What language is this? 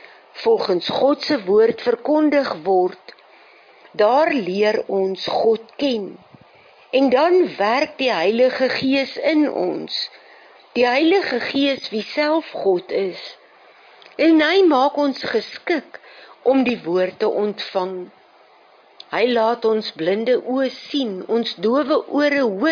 Afrikaans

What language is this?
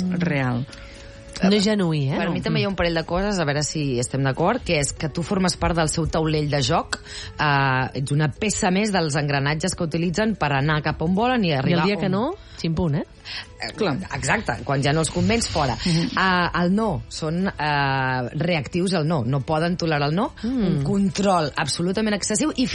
Catalan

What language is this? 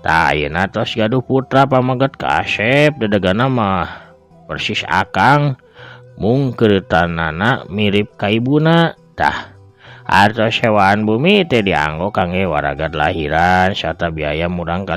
Sundanese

